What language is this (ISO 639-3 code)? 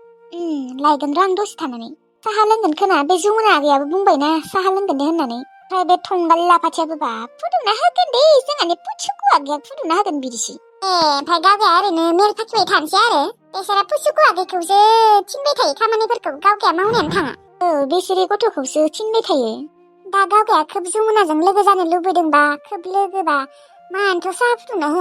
brx